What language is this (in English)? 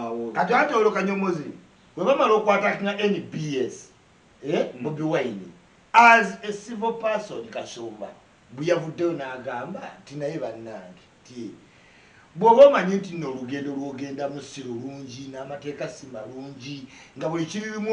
Ganda